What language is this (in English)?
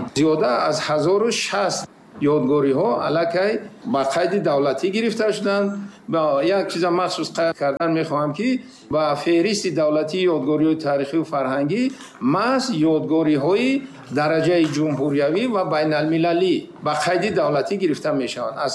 Tajik